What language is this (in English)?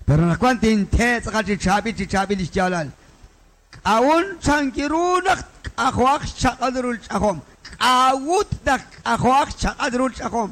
Kekchí